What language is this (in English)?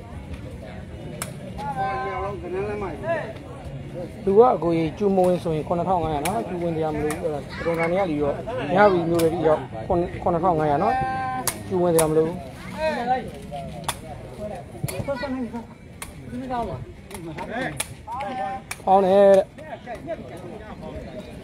Burmese